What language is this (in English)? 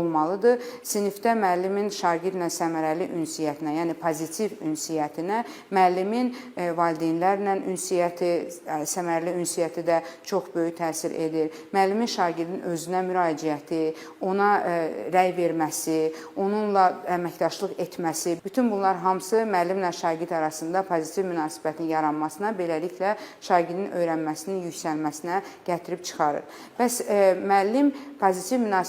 Azerbaijani